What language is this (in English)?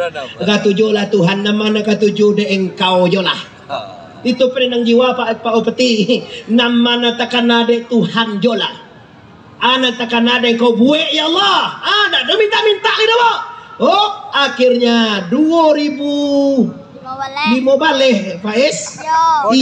Minangkabau